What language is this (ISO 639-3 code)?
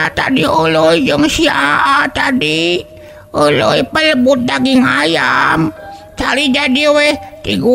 sun